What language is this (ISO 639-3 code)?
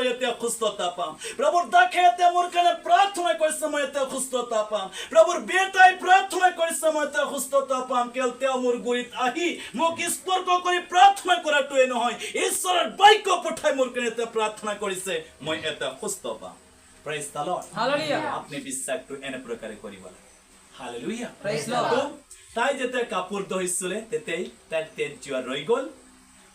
asm